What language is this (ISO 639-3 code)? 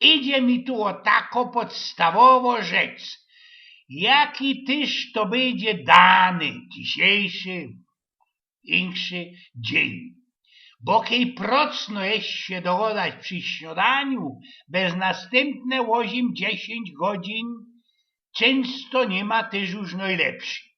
szl